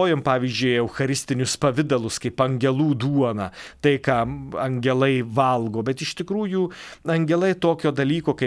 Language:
Lithuanian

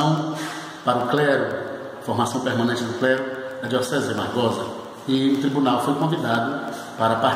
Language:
Portuguese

